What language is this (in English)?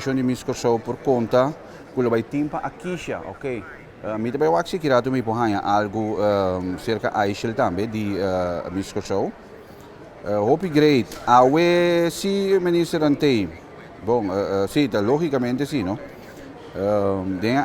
Papiamento